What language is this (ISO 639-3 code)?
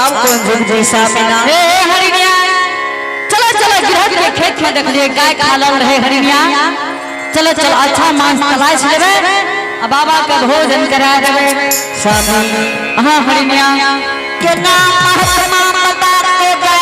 anp